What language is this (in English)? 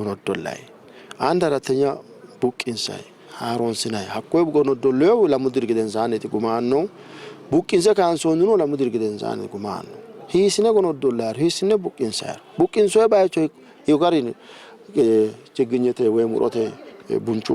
Sidamo